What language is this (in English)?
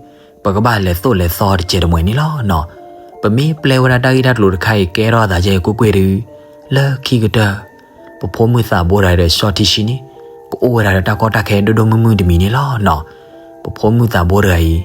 S'gaw Karen